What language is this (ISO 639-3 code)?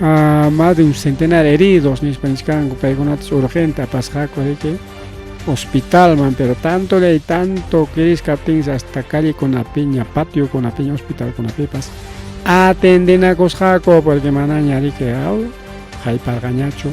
quy